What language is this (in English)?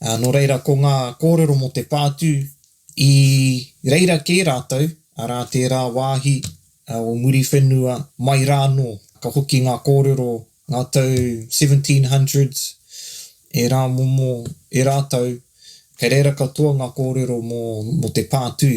Māori